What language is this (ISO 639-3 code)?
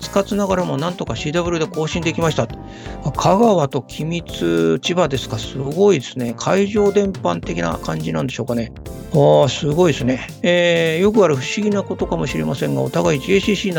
jpn